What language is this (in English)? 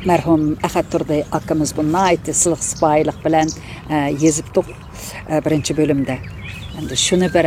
Uyghur